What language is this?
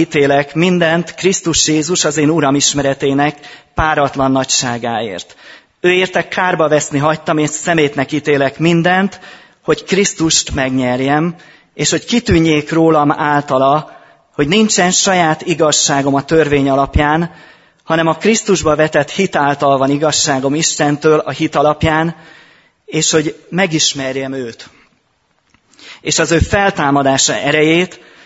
Hungarian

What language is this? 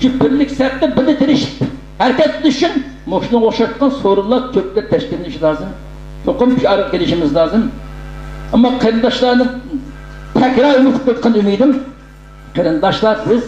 Uyghur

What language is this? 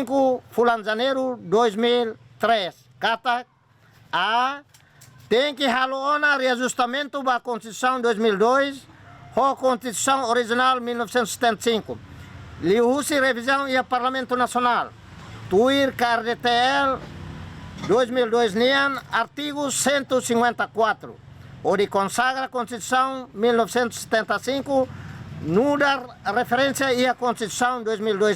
Tetum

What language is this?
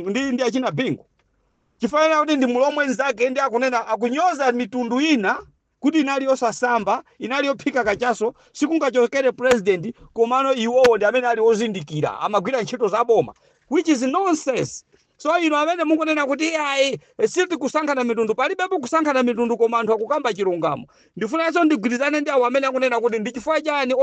Nyanja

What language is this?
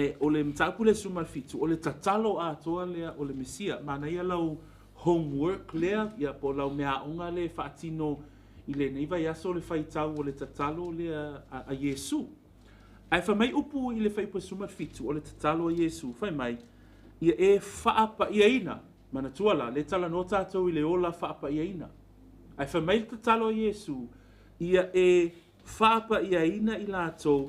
Samoan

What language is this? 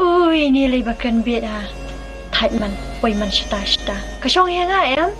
Khasi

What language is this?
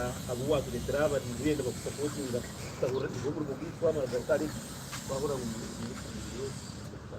Nyankole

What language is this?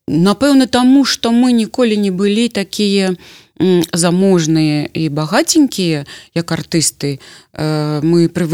Belarusian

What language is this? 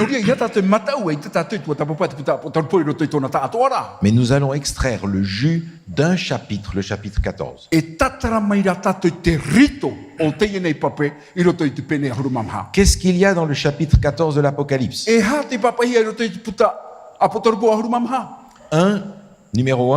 Tahitian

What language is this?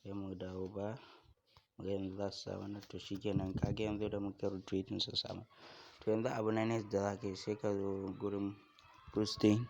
Hausa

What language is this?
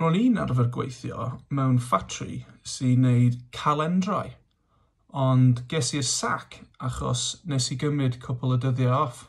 Welsh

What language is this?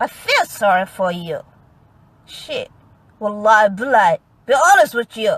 Somali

